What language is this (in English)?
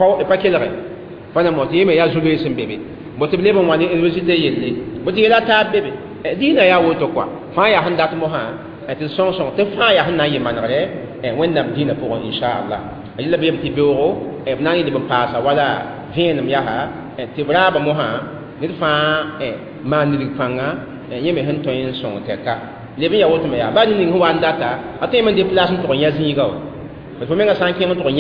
Mossi